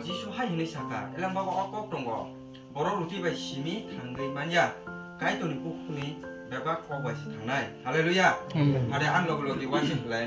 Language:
Kok Borok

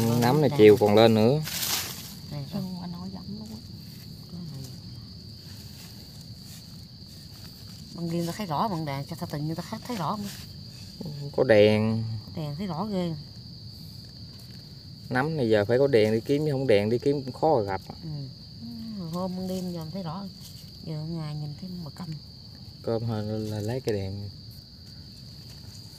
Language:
Vietnamese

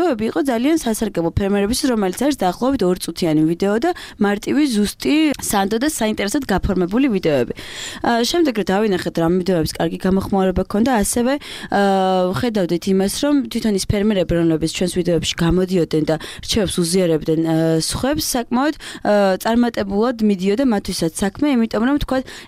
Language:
Georgian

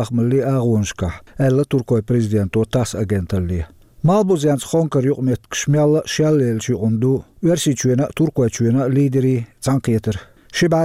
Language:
Chechen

